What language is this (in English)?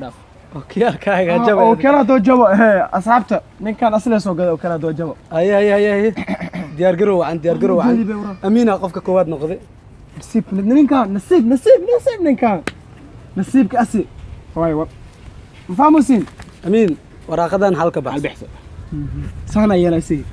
Somali